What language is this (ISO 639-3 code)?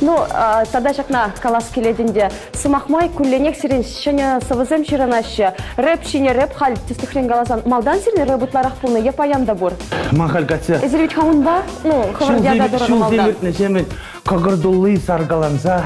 chv